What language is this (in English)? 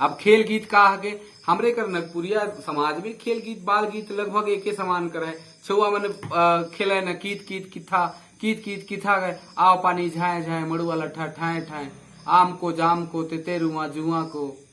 Sadri